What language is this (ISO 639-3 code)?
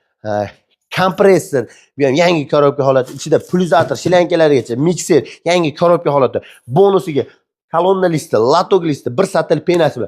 uzb